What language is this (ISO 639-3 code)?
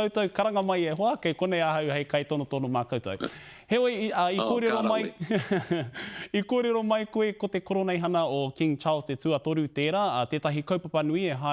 mri